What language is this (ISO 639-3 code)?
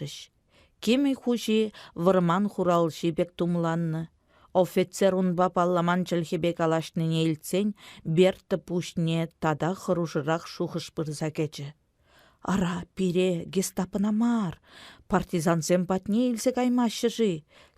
chv